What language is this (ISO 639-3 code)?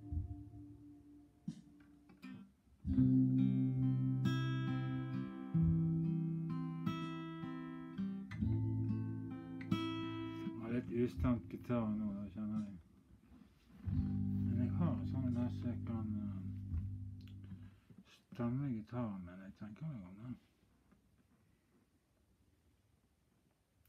nor